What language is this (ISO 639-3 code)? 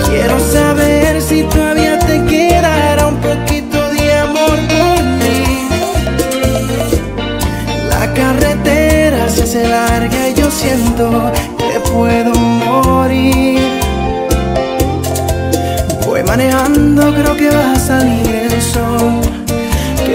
spa